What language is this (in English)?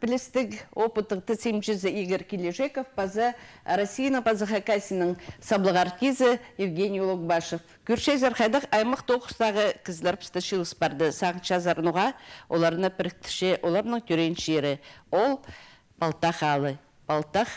Khakas